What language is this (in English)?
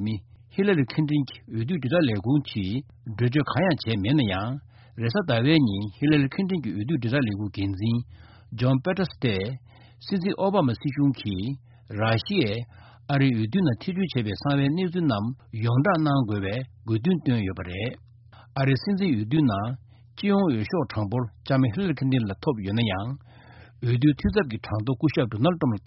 Tibetan